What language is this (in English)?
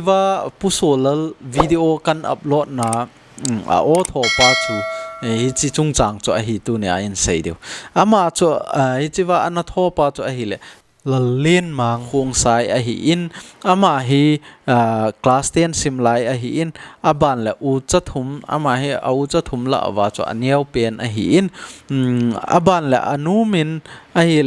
Thado Chin